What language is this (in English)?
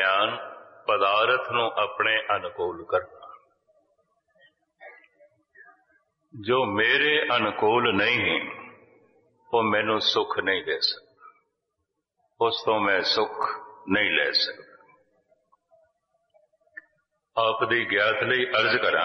Punjabi